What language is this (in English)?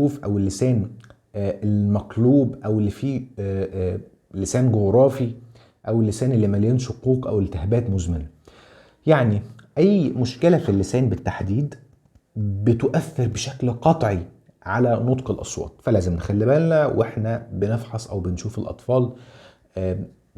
Egyptian Arabic